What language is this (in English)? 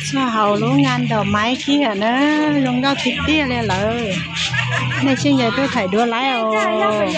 Hmong